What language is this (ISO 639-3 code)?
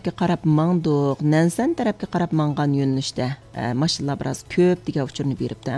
uig